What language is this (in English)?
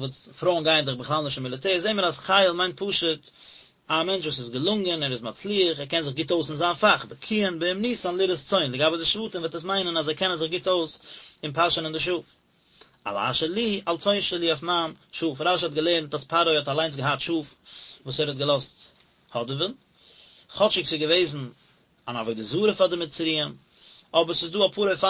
Yiddish